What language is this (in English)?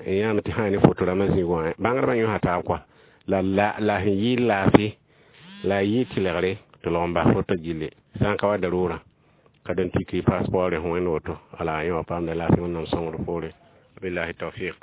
Mossi